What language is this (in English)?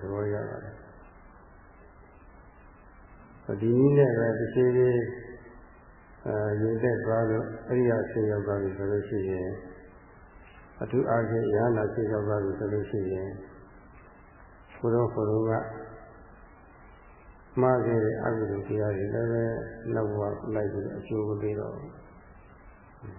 Burmese